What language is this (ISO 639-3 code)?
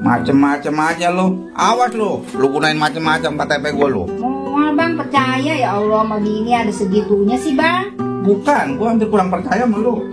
bew